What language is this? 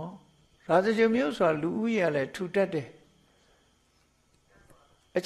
Burmese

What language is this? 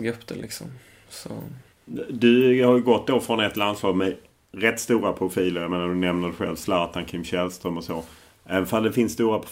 Swedish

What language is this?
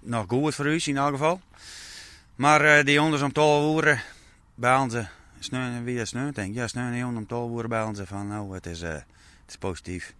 Western Frisian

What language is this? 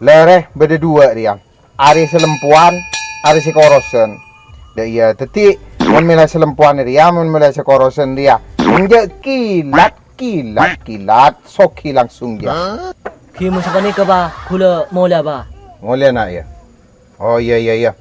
Madurese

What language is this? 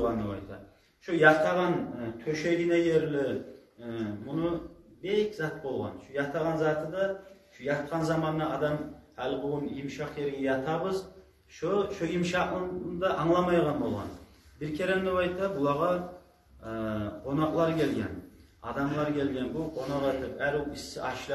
Kumyk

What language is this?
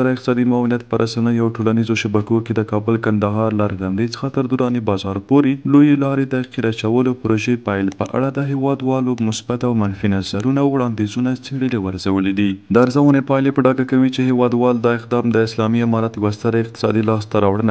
Pashto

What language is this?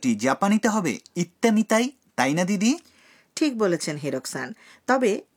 Bangla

